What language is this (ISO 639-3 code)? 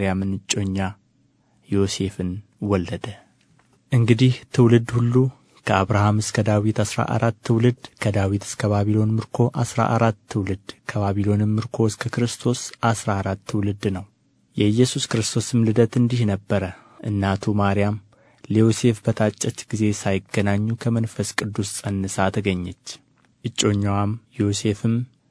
amh